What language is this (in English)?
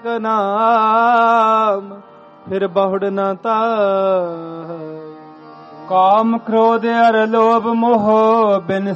Punjabi